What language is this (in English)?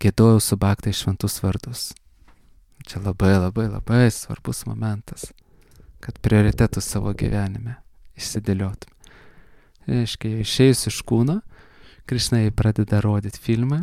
Lithuanian